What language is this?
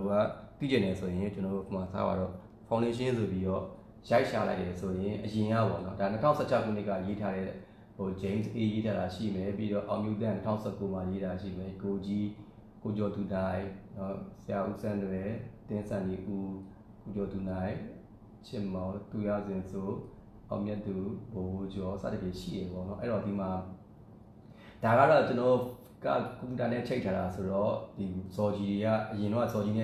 Burmese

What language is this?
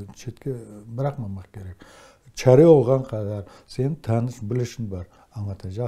Crimean Tatar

